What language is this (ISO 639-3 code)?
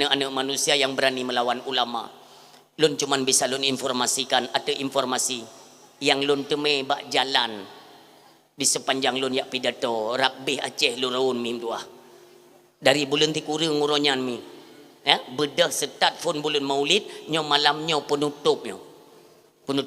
ace